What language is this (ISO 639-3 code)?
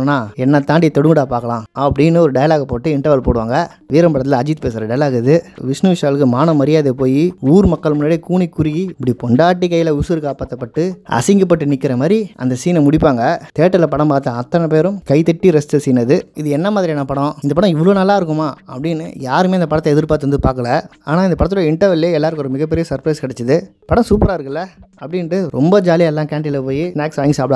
tam